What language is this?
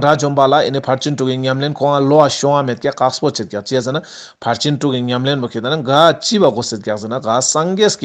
Ladakhi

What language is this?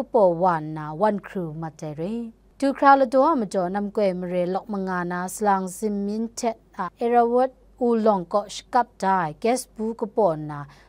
Kachin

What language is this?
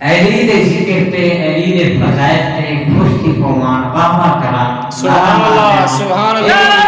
Saraiki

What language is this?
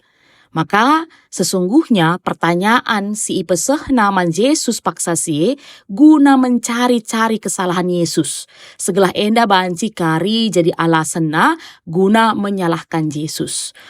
Batak Karo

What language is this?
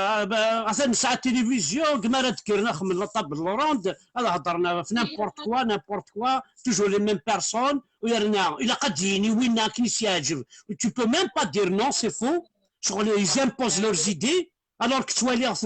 Kabyle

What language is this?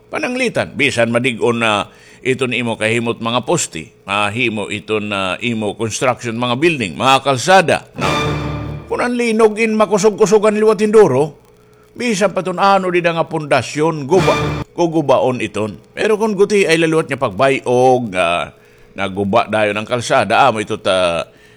Waray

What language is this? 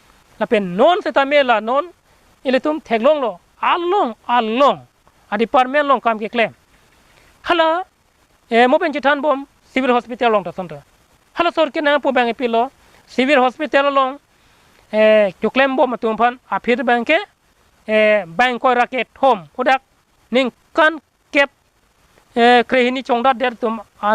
Karbi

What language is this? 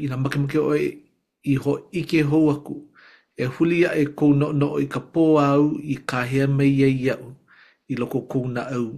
Hawaiian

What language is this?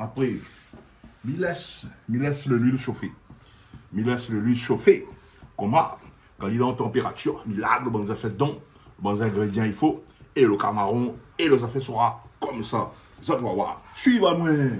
Réunion Creole French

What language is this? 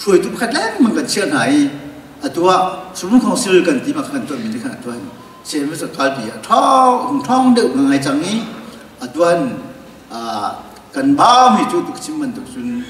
Hakha Chin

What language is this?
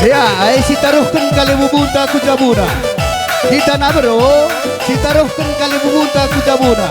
Batak Karo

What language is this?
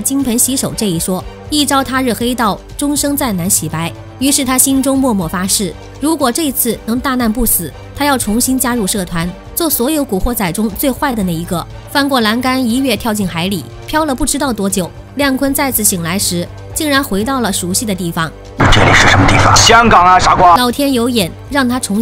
Chinese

